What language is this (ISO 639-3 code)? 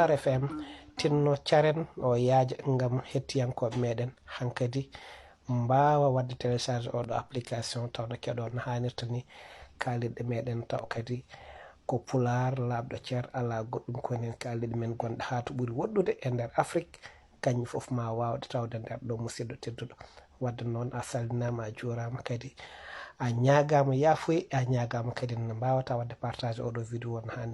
ful